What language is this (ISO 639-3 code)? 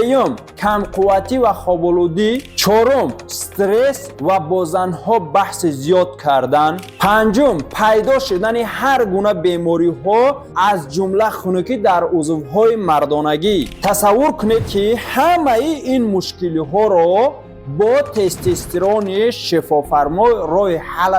tgk